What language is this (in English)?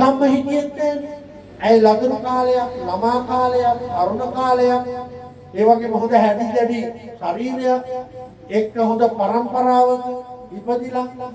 Sinhala